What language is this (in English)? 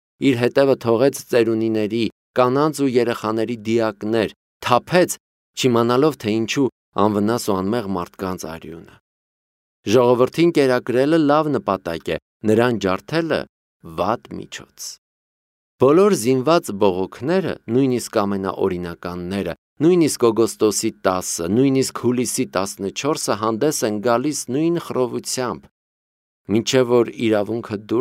Armenian